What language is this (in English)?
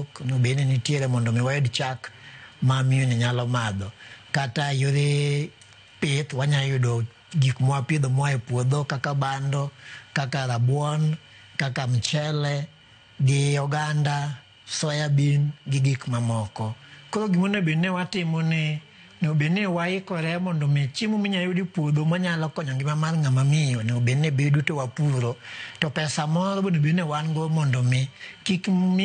Luo (Kenya and Tanzania)